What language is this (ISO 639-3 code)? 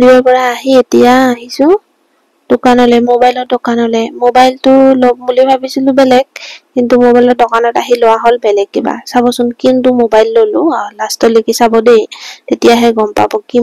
asm